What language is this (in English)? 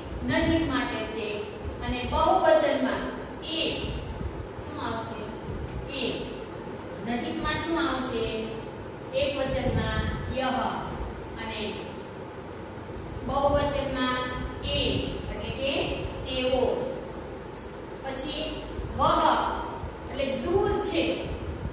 Gujarati